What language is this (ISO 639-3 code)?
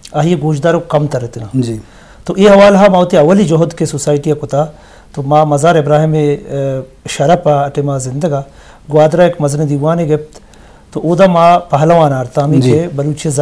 bgp